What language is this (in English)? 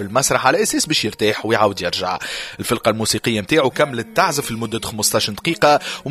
Tunisian Arabic